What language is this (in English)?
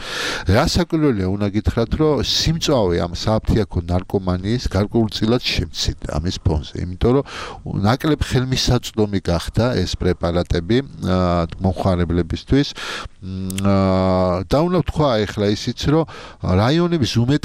Georgian